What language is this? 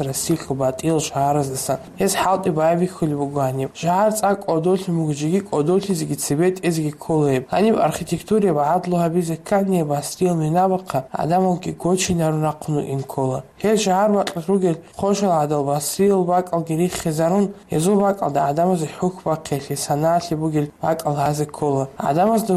Avaric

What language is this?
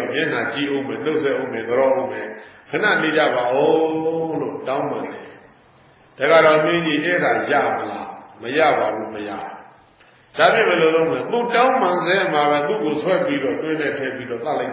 Burmese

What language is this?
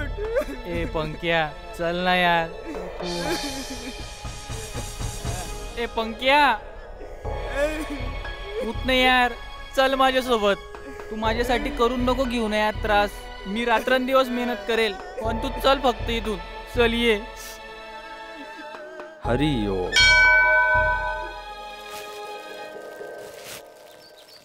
Marathi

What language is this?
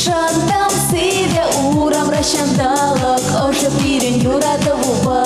Chuvash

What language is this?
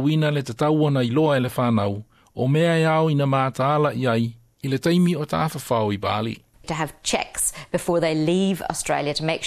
Samoan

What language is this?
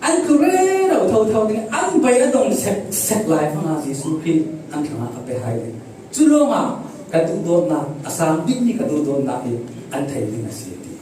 Falam Chin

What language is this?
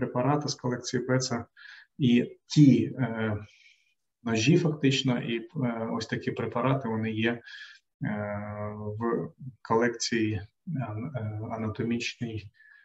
Ukrainian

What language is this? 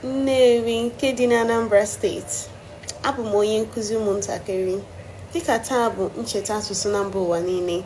Igbo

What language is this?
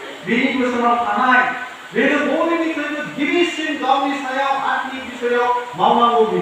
Bodo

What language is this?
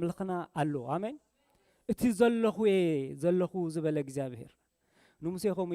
Tigrinya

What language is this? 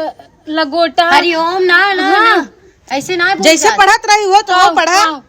Awadhi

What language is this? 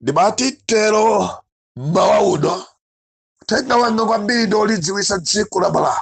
Nyanja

